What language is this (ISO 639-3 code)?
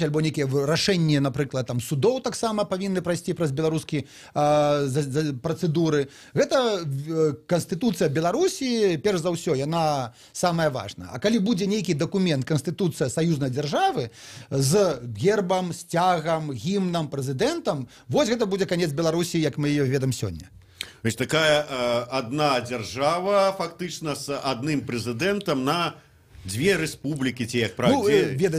bel